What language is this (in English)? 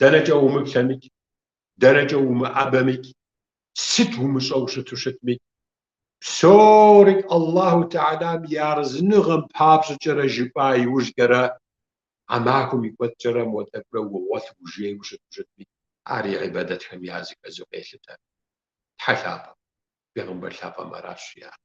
Kabardian